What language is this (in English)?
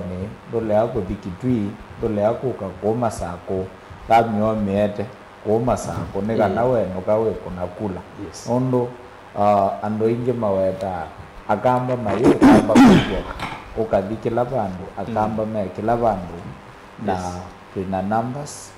Kamba